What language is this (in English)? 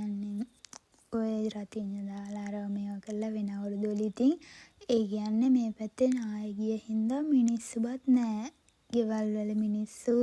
Sinhala